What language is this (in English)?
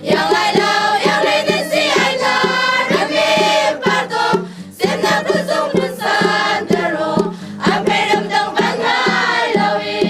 Hakha Chin